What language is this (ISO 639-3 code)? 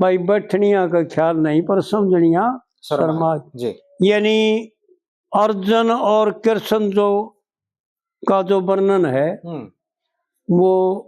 bgc